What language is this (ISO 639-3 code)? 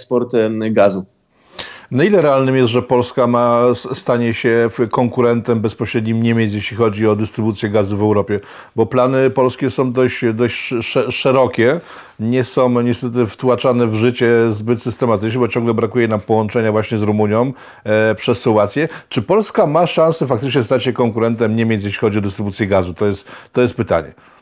pol